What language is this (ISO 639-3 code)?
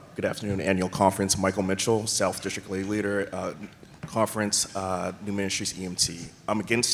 eng